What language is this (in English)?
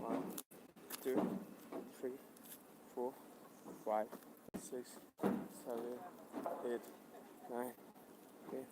Manipuri